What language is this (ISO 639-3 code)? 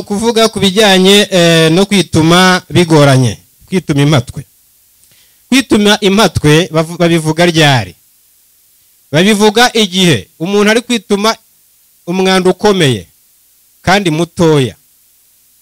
kin